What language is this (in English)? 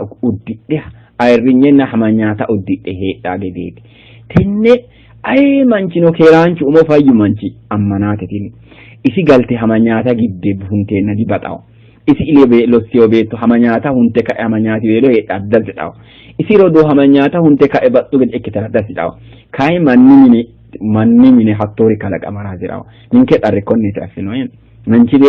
Sidamo